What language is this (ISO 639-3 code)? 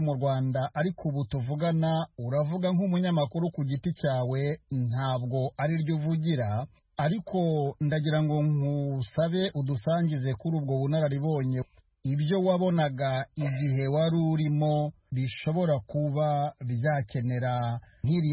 kin